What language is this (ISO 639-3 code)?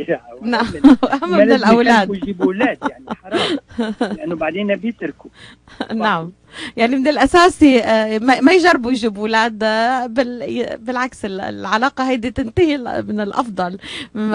apc